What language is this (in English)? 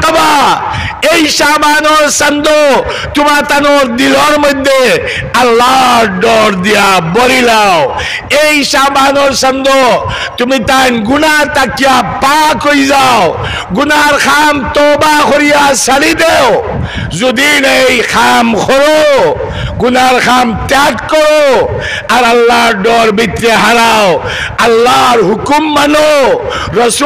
Sylheti